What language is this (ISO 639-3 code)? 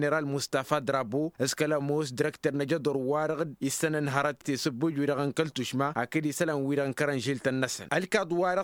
taq